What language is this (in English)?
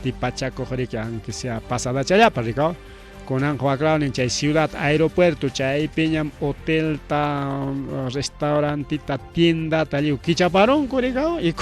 Ayacucho Quechua